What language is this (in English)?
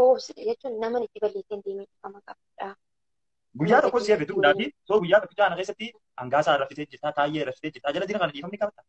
Oromo